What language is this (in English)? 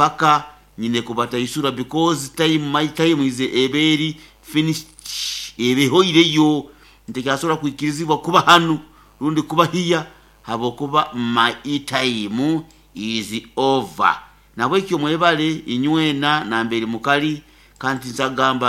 Nyoro